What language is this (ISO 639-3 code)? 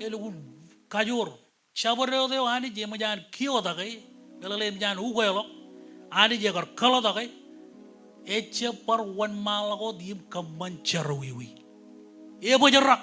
mah